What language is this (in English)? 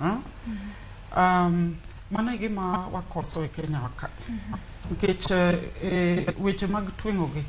Luo (Kenya and Tanzania)